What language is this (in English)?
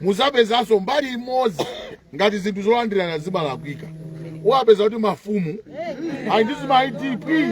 Nyanja